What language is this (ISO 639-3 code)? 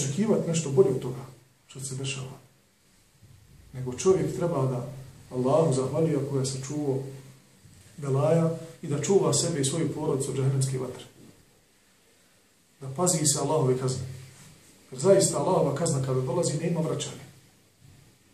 bos